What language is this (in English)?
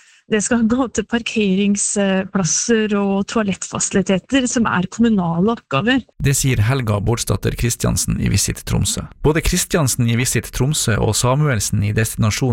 Norwegian